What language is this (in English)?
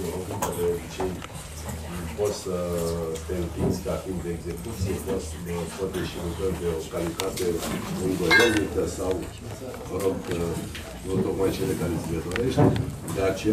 Romanian